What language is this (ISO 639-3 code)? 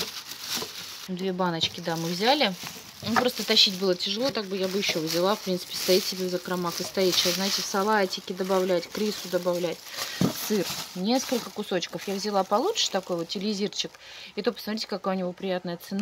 rus